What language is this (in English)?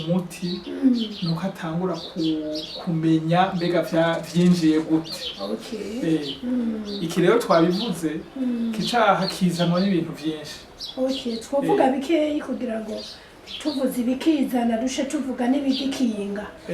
Rundi